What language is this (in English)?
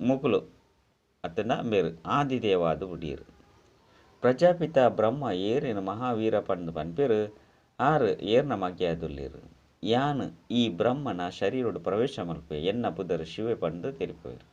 Tulu